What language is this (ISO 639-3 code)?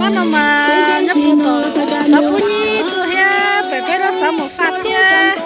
hmn